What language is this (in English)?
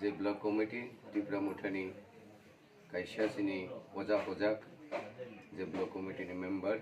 Kok Borok